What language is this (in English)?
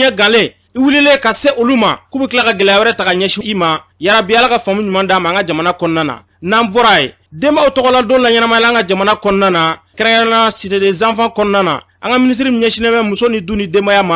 Bambara